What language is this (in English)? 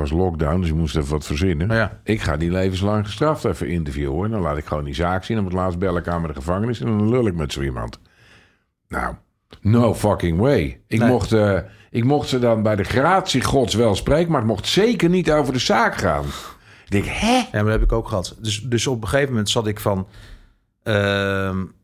Dutch